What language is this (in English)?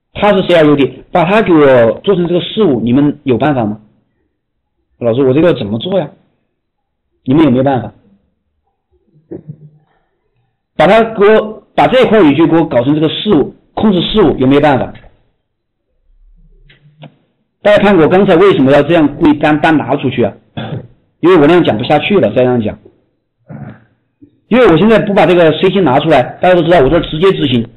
Chinese